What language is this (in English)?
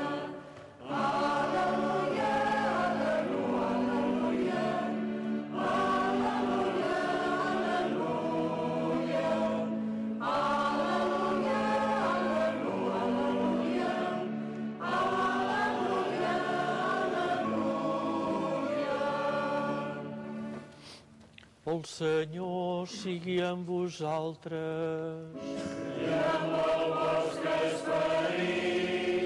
Catalan